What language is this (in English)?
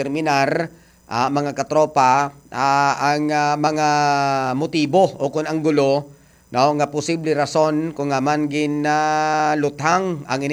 Hiligaynon